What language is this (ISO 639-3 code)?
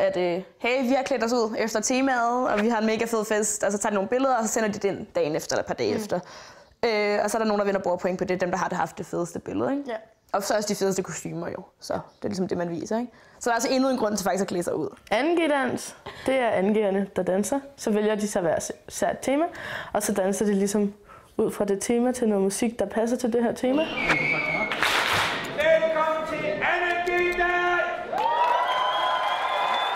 dan